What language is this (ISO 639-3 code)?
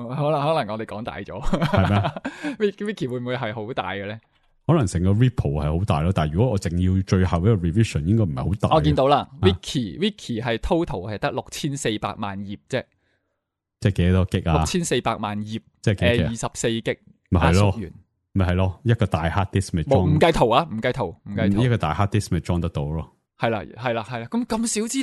yue